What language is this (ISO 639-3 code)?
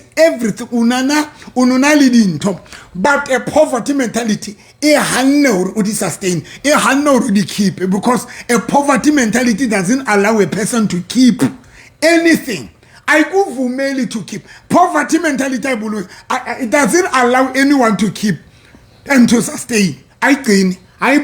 sot